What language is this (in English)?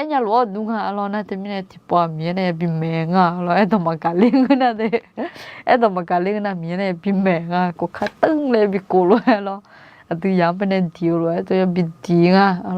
Akha